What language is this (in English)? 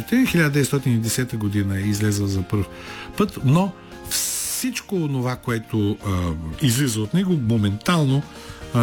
Bulgarian